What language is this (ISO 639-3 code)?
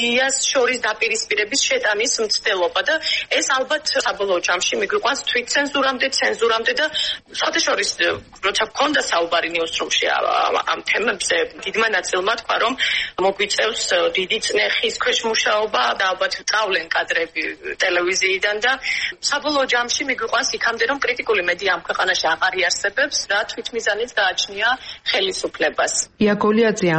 kat